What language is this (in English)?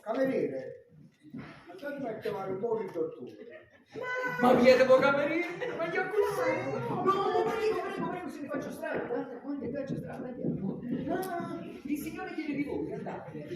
Neapolitan